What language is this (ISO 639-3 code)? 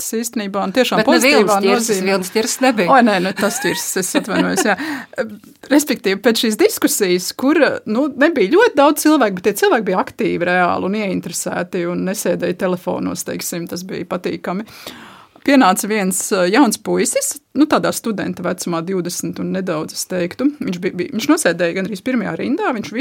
lav